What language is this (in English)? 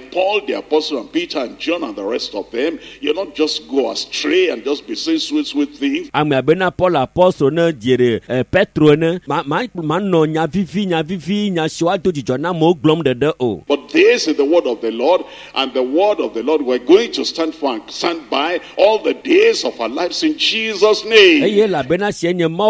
Ewe